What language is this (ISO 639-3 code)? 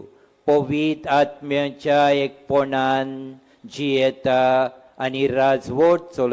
kok